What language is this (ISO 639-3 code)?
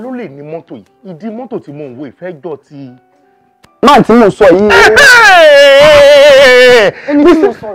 yor